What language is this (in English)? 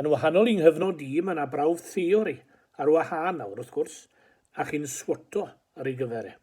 Welsh